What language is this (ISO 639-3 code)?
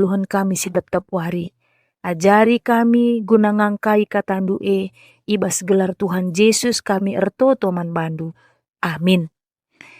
btx